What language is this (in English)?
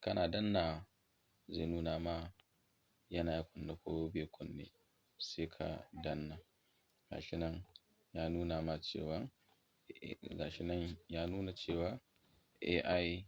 Hausa